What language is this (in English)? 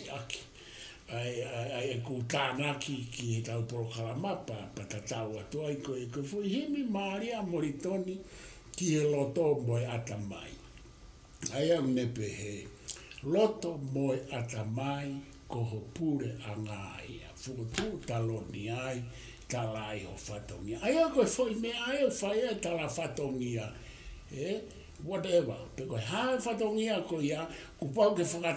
Tongan